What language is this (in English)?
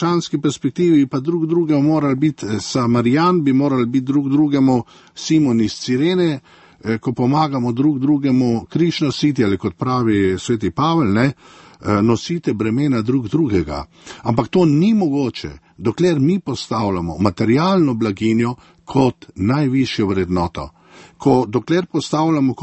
Slovenian